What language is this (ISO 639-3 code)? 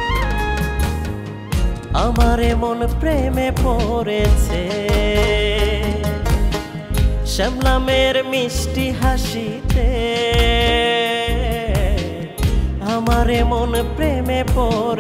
ben